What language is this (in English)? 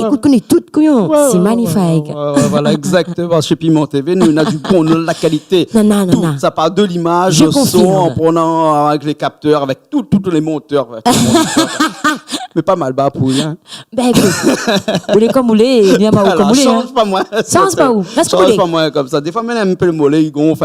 Réunion Creole French